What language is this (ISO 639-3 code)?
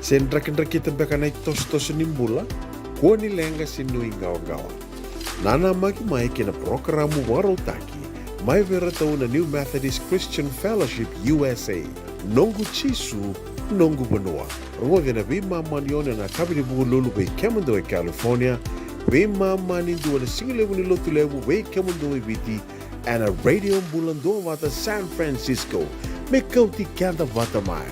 fij